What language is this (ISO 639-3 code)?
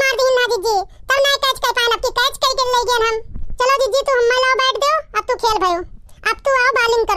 awa